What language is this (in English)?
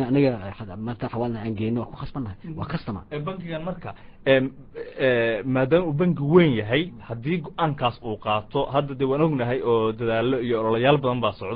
Somali